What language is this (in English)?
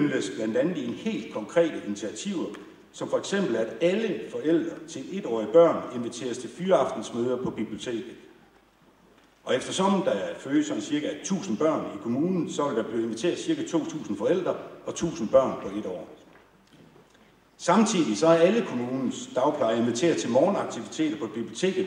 Danish